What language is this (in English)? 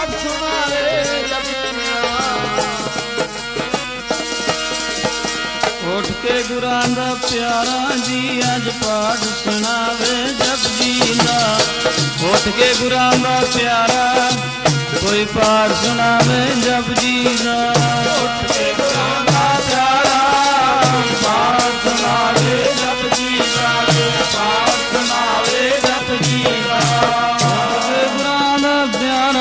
Punjabi